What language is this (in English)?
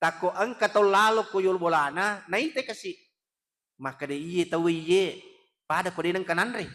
Buginese